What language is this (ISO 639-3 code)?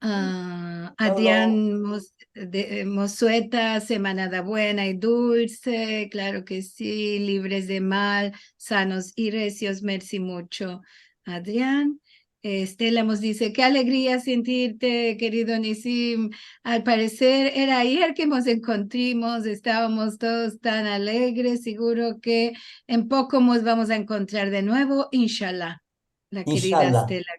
lad